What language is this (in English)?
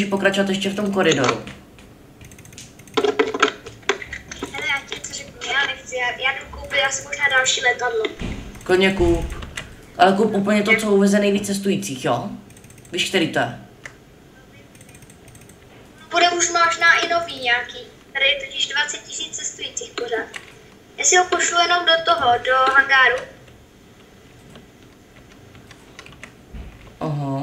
Czech